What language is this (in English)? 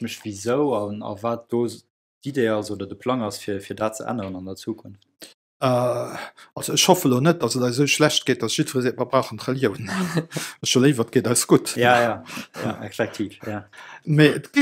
Luxembourgish